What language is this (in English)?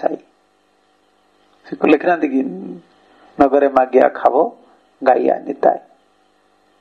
Odia